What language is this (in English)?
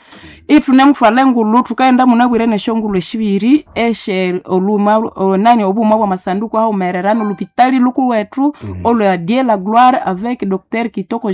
Nande